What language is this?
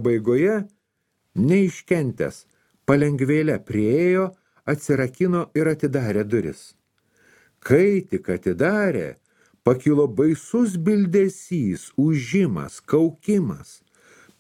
Lithuanian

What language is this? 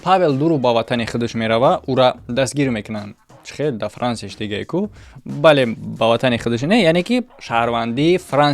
Tajik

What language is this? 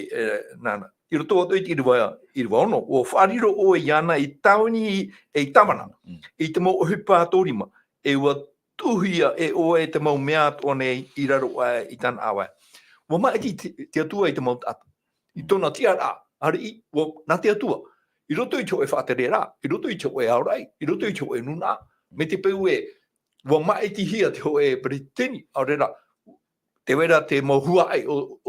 Tahitian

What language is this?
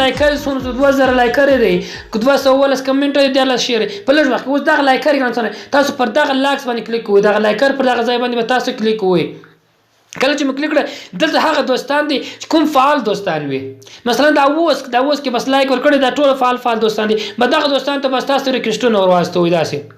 Pashto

